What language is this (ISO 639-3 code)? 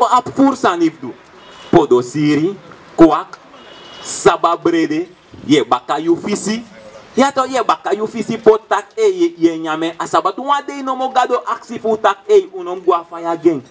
srn